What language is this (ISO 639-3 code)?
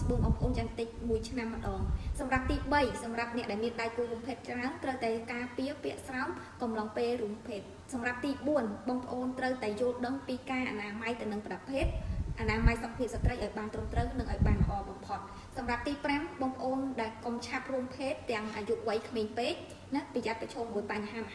khm